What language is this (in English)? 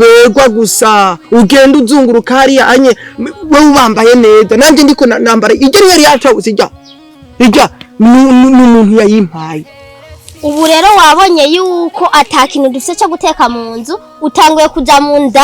Rundi